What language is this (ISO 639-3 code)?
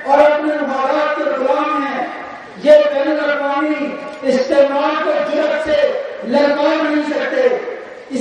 urd